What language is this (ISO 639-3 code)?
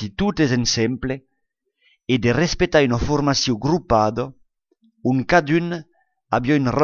oci